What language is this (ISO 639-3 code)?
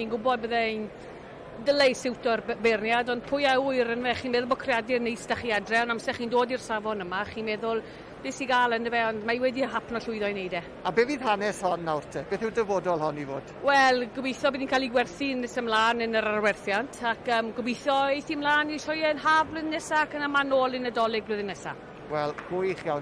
cym